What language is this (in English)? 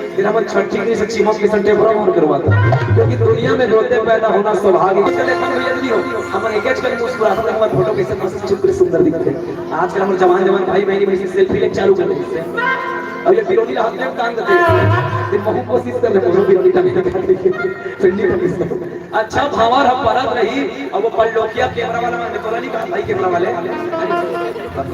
Chhattisgarhi